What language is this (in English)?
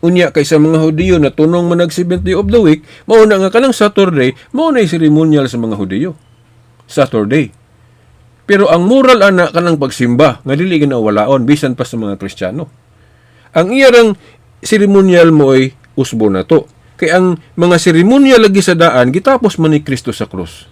Cebuano